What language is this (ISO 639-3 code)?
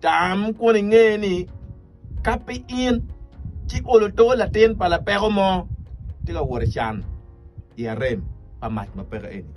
ach